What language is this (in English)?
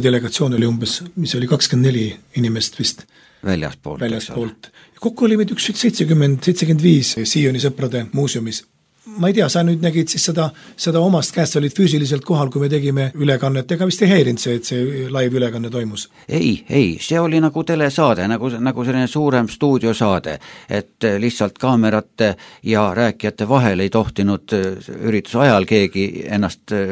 Estonian